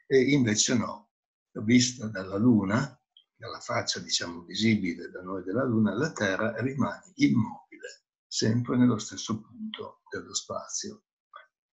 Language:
Italian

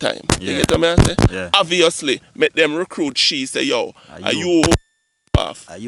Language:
Jamaican Creole English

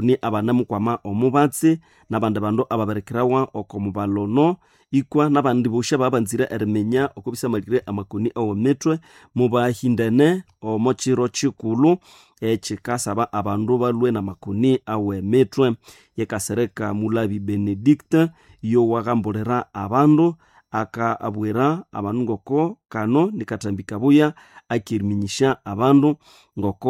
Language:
Nande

